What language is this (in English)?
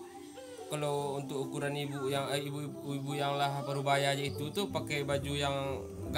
Minangkabau